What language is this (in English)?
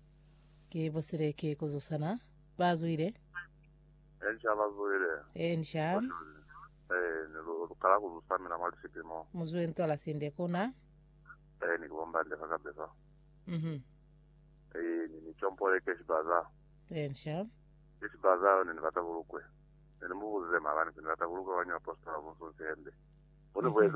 Lozi